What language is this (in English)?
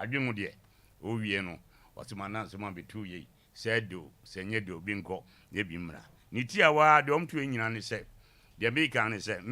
Akan